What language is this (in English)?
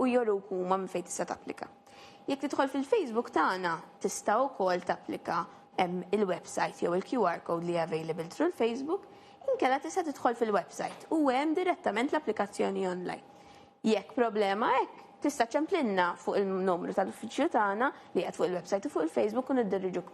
Maltese